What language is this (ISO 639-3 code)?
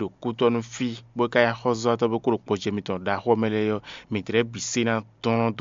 fon